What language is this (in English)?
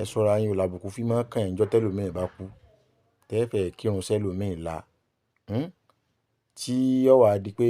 Yoruba